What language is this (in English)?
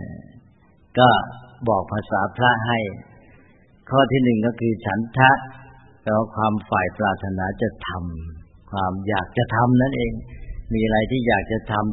Thai